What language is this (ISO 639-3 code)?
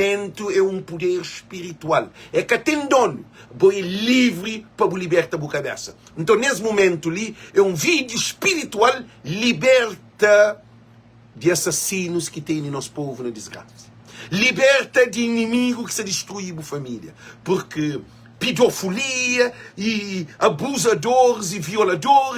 kea